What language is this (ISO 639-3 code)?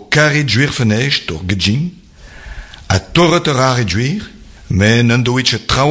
bre